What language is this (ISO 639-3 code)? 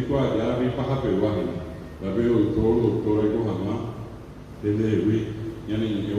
grn